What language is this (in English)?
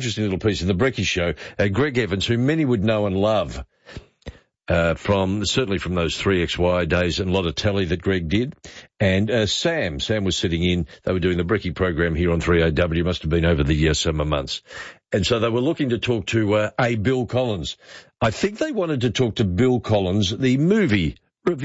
English